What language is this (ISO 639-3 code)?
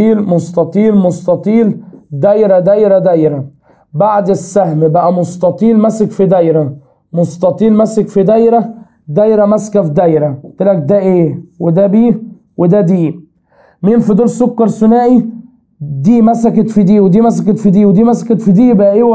arz